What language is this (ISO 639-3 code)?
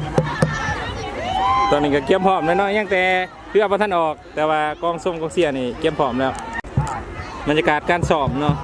lao